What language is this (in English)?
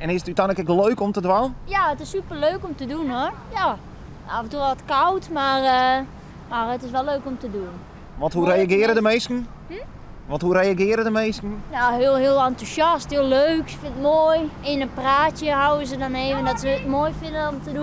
Western Frisian